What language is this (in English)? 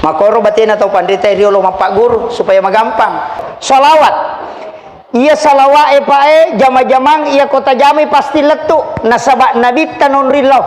Buginese